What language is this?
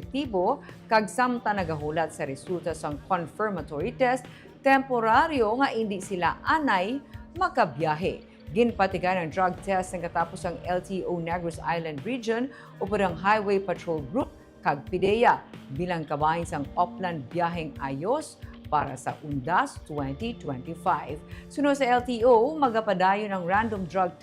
Hiligaynon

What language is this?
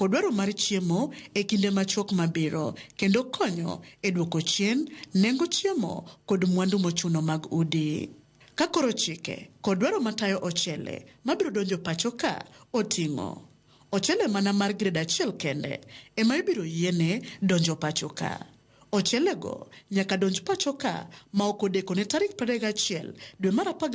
Luo (Kenya and Tanzania)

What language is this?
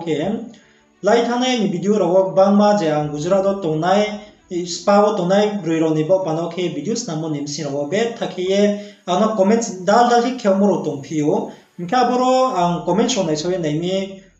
Riang (India)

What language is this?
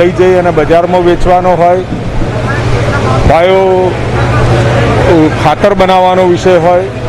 Gujarati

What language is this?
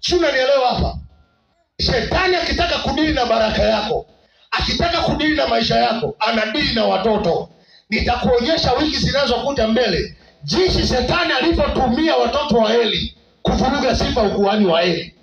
Swahili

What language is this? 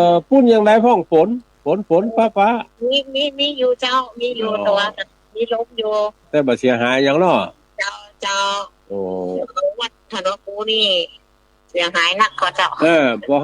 Northern Thai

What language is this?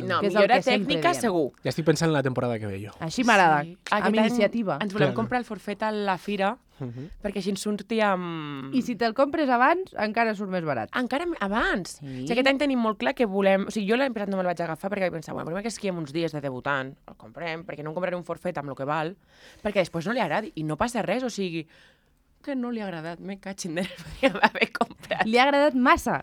Catalan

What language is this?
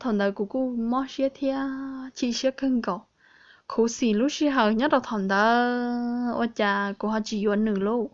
Hmong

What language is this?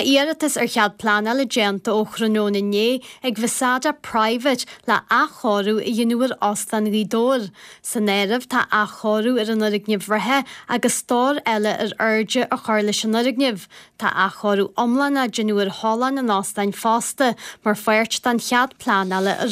Irish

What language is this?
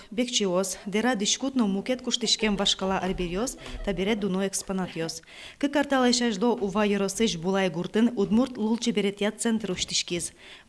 Udmurt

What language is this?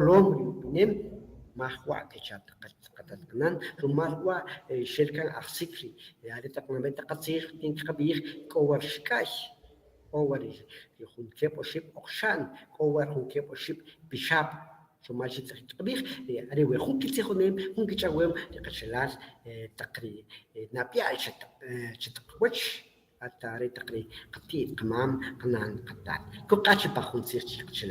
Kʼicheʼ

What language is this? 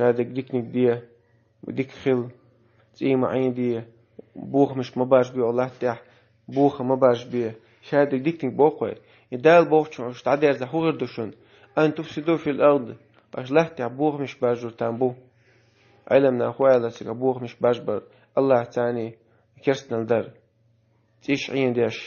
Chechen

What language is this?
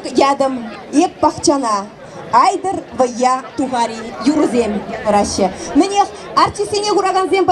Chuvash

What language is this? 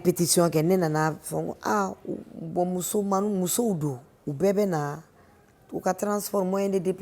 Bambara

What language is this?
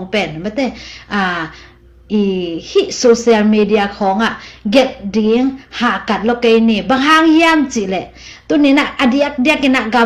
Tedim Chin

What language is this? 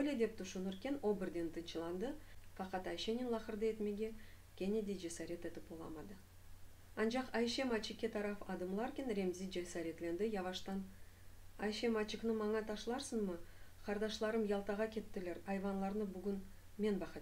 Crimean Tatar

